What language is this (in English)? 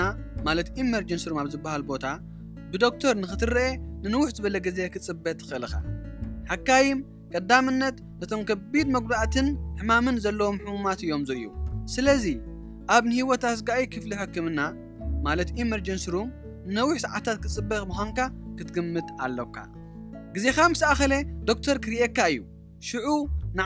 Tigrinya